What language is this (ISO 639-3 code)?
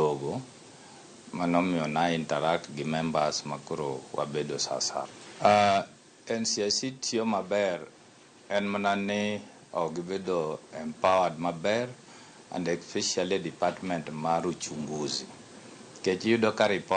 luo